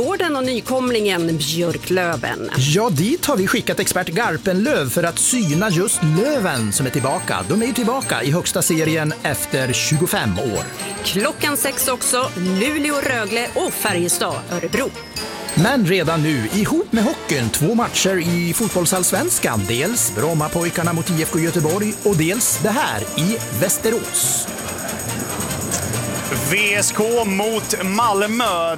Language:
Swedish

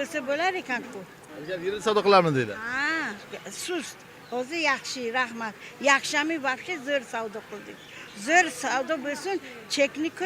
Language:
Uzbek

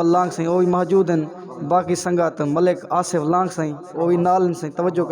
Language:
Saraiki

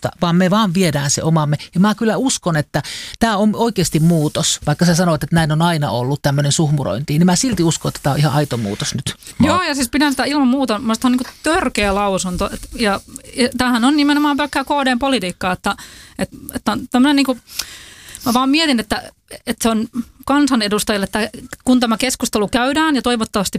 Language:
Finnish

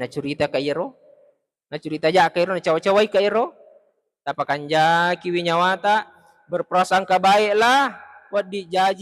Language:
Buginese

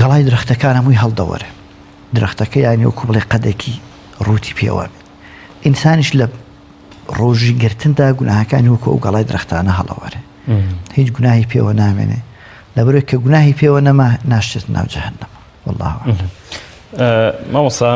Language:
Central Kurdish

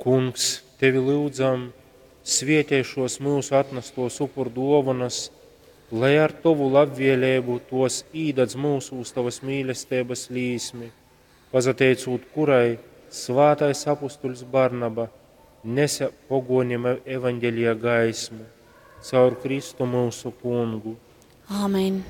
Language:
Latgalian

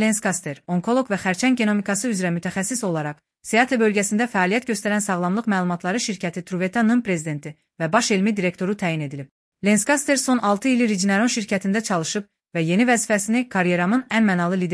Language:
Azerbaijani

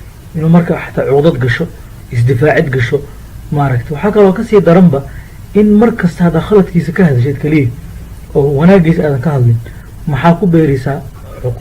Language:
Somali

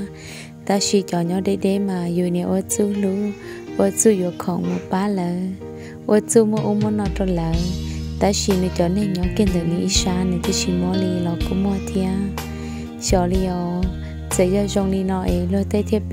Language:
Hmong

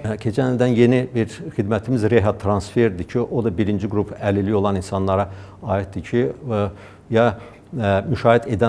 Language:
Azerbaijani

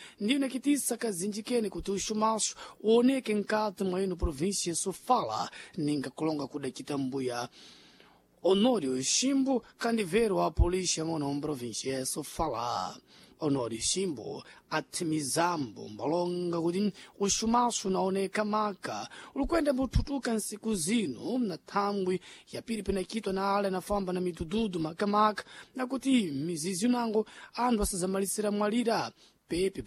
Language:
Sena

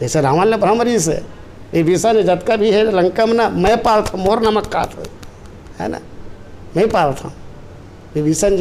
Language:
Chhattisgarhi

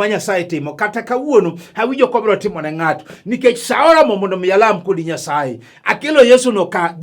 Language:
Luo (Kenya and Tanzania)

